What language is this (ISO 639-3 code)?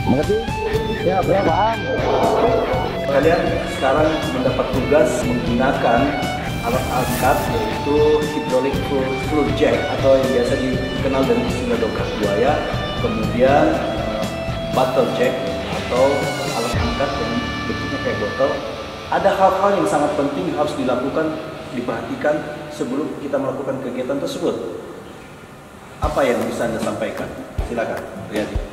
ind